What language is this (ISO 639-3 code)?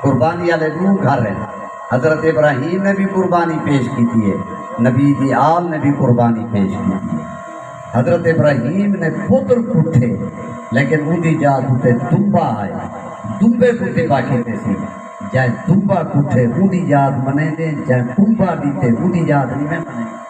skr